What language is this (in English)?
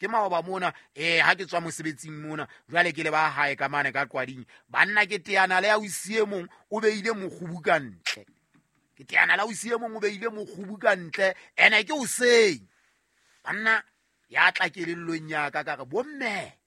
Southern Sotho